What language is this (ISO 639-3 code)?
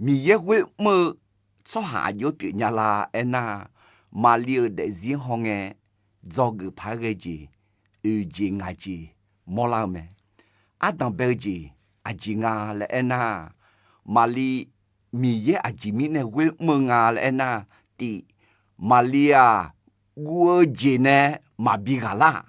ahk